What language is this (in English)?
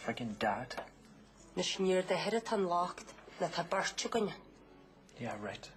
Irish